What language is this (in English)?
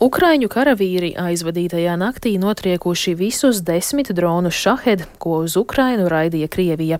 Latvian